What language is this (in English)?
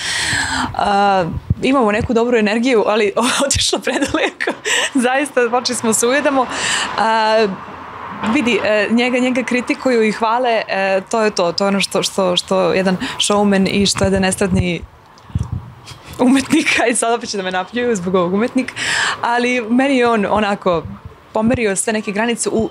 Serbian